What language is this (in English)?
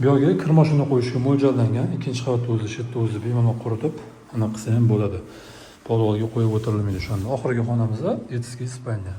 Uzbek